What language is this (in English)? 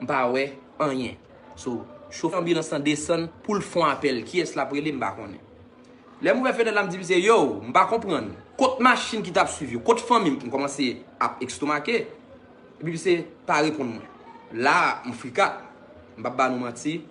Haitian Creole